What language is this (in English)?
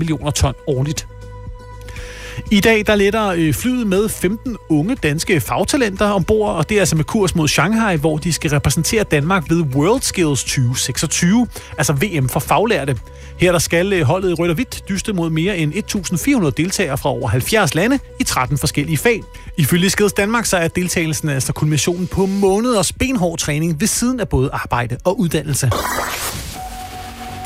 Danish